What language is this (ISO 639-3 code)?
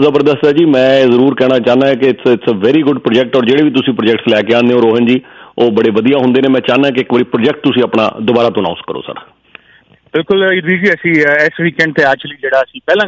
pan